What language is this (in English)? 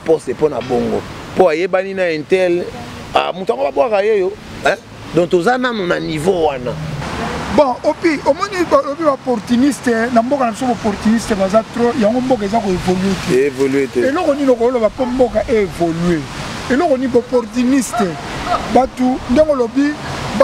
Lingala